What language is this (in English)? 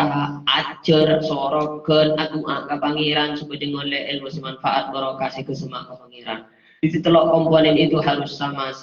Madurese